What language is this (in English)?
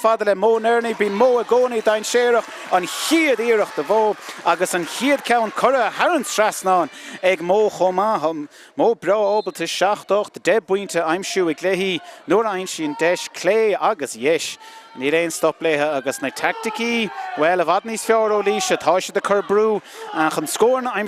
Irish